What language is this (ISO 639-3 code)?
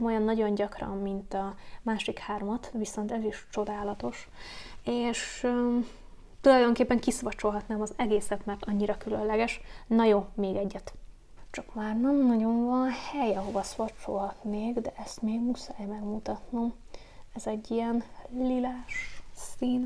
hun